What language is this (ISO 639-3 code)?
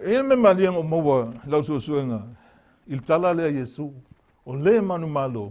smo